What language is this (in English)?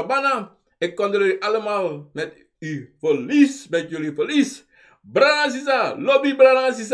Sranan Tongo